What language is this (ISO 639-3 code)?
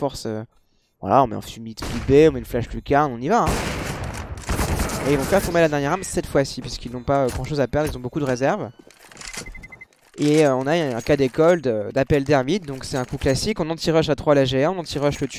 fra